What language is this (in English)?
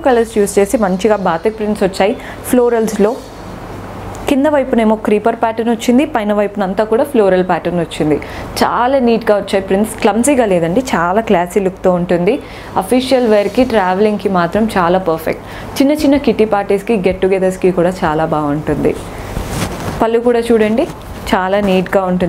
Telugu